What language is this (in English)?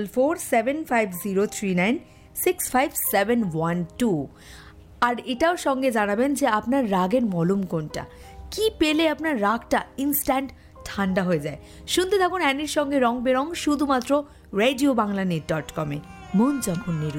Bangla